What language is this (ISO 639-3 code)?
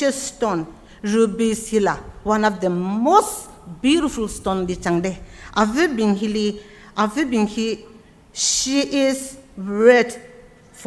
nmf